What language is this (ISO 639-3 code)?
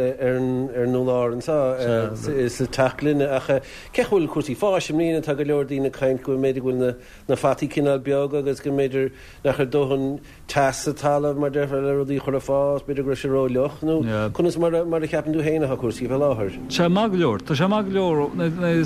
gle